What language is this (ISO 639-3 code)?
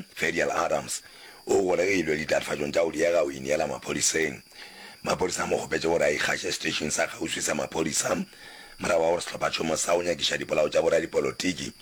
nso